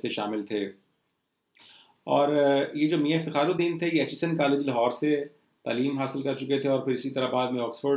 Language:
Urdu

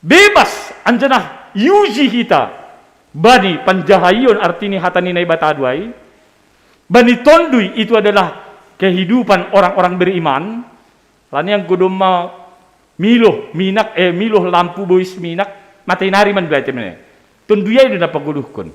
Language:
Batak Simalungun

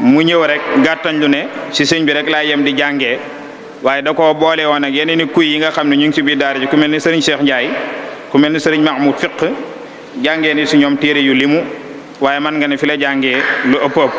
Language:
Wolof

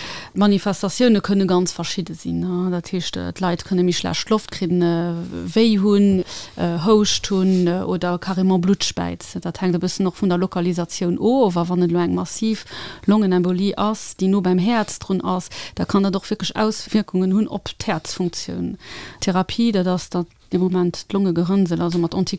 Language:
Luxembourgish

